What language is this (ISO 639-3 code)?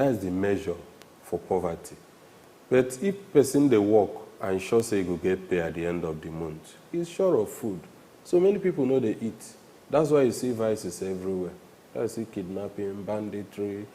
pcm